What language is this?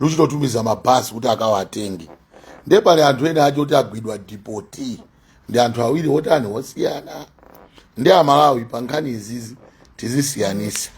Nyanja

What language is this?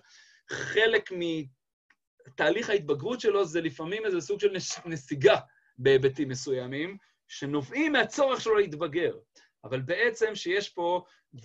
Hebrew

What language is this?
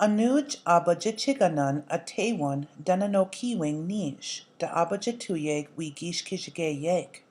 Chippewa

